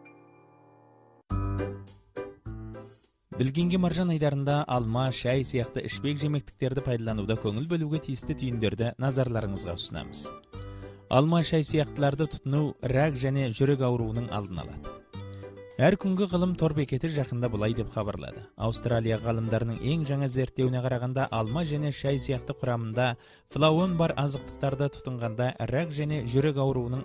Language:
Kazakh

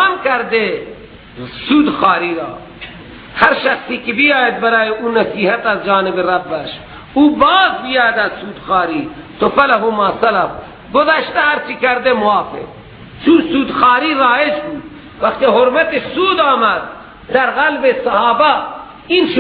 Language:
Persian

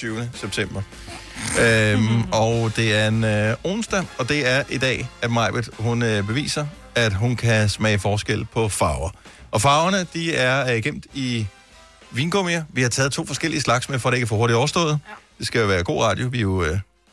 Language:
Danish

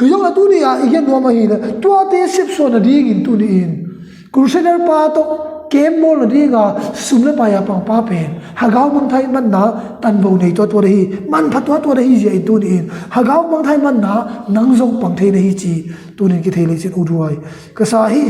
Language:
Tedim Chin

